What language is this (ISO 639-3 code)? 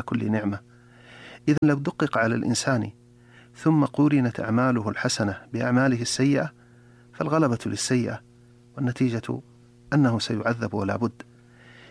ara